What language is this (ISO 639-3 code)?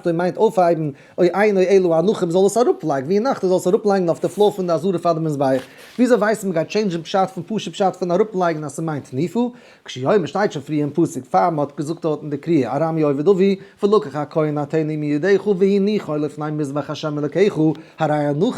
yid